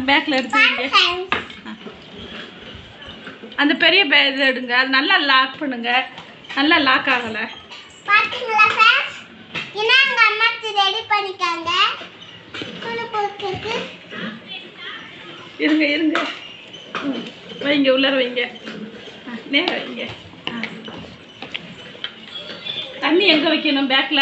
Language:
Tamil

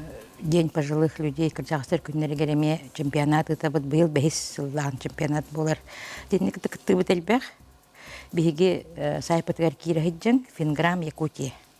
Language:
Yakut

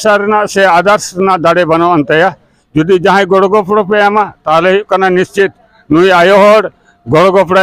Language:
Santali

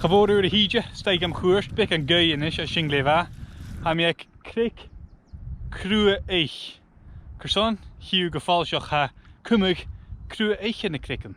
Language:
Scottish Gaelic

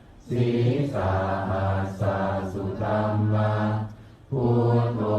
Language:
Pali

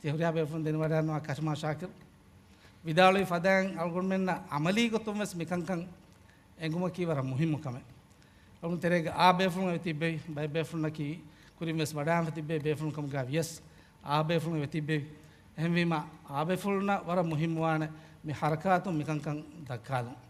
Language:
Divehi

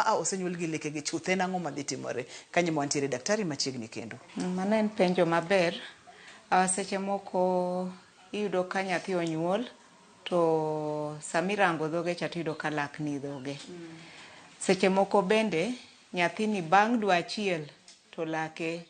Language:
Luo (Kenya and Tanzania)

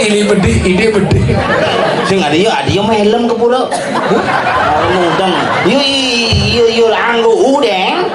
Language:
Balinese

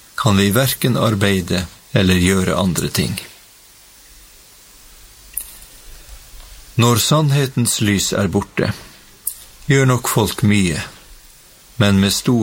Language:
Norwegian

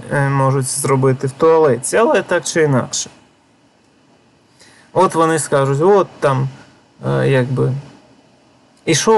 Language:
Ukrainian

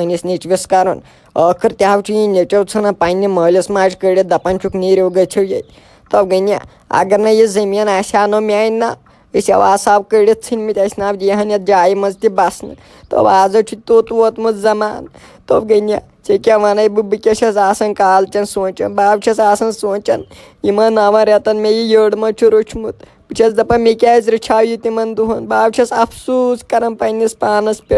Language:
Kashmiri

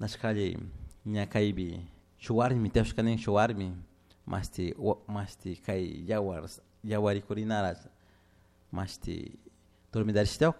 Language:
Chimborazo Highland Quichua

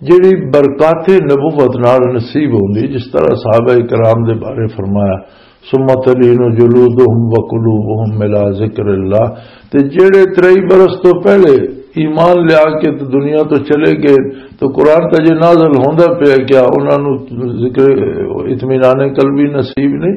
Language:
Western Panjabi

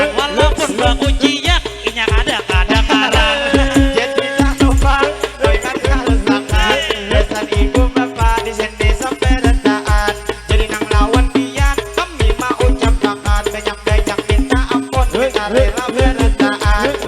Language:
Banjar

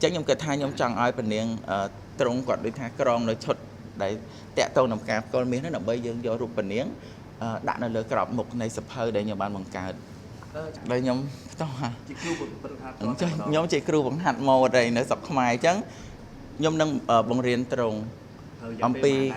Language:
Khmer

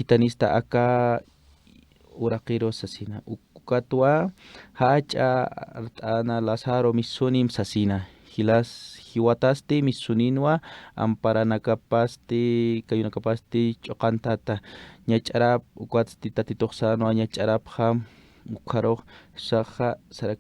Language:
Aymara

